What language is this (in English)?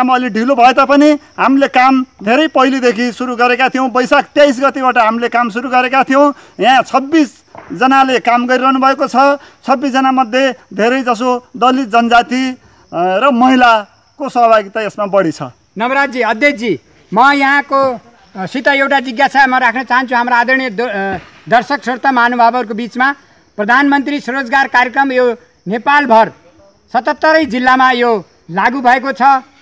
Nepali